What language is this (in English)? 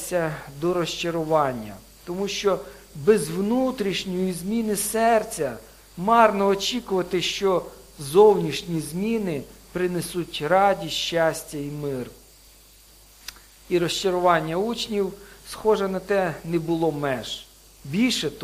Ukrainian